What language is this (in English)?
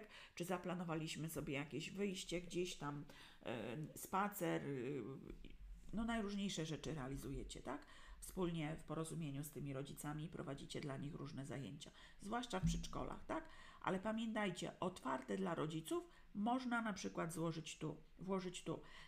Polish